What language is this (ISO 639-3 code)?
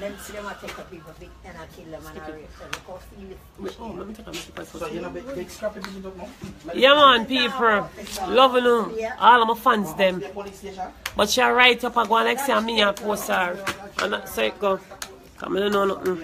jam